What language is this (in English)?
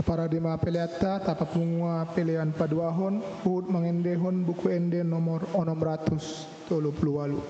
Batak Toba